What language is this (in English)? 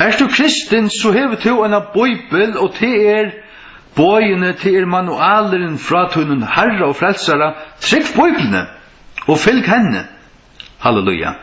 Faroese